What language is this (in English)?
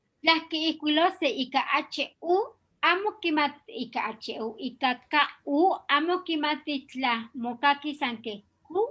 Eastern Huasteca Nahuatl